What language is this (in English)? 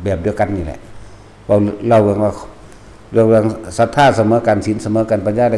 Northeastern Thai